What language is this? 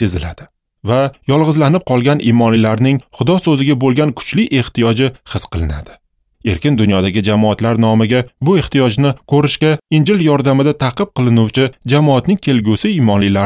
Uzbek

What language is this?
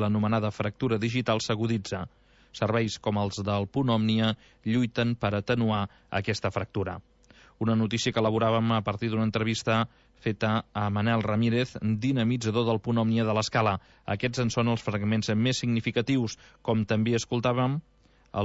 Catalan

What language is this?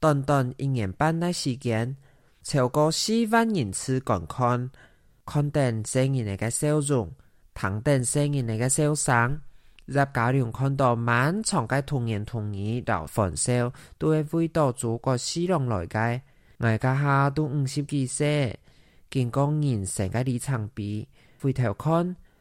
Hakka Chinese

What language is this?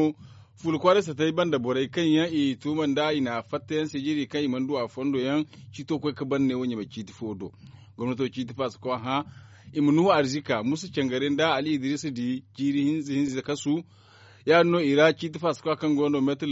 Zarma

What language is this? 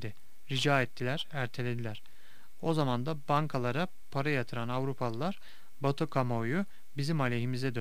Turkish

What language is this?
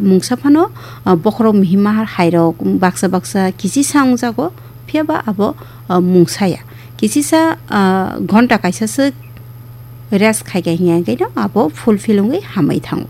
Kok Borok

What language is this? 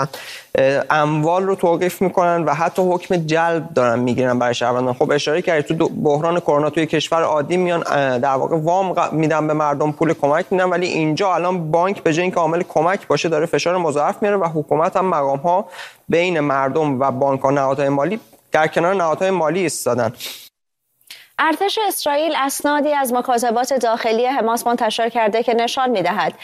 Persian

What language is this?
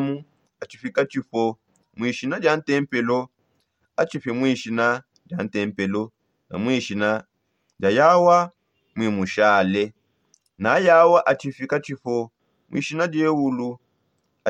Songe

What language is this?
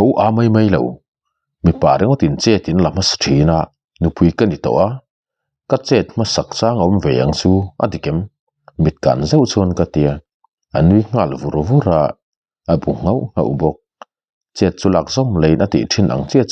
Mizo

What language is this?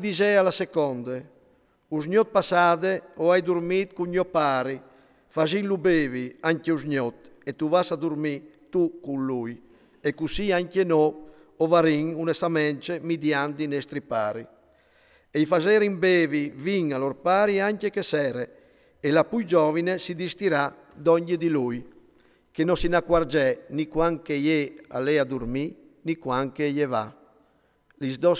Friulian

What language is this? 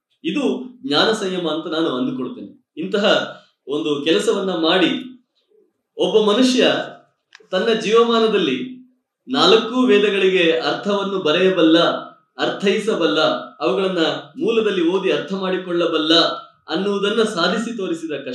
Kannada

